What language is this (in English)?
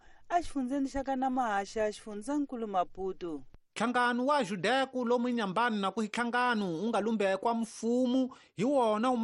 Tsonga